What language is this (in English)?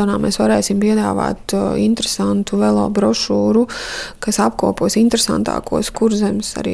Latvian